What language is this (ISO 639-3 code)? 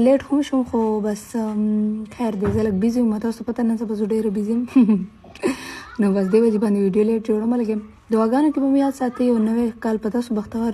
pus